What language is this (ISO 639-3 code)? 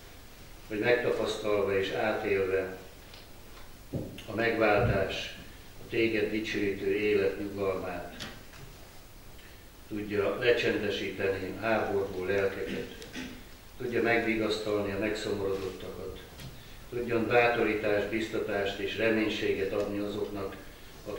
hun